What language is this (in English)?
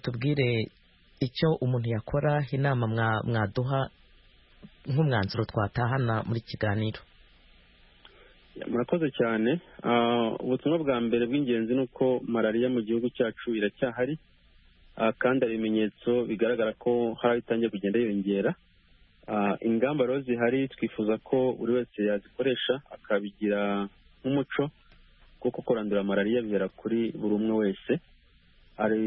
Kinyarwanda